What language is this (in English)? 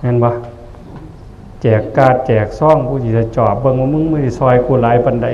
Northeastern Thai